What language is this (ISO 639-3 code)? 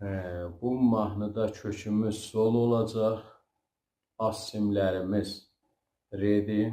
azb